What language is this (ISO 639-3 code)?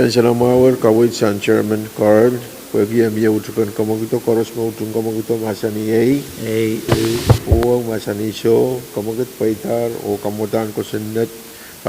pon